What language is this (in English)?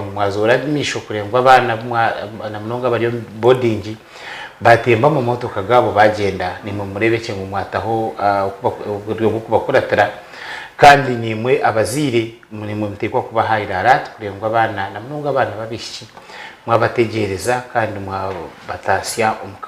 Nyankole